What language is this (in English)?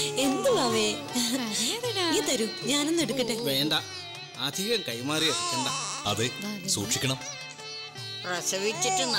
Malayalam